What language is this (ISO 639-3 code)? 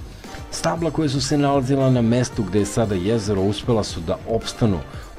srp